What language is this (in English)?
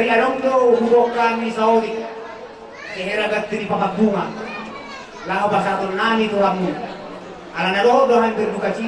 Batak Toba